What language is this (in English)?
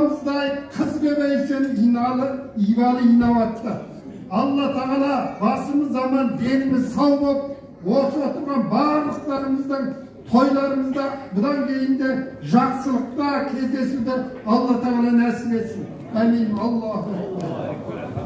Kazakh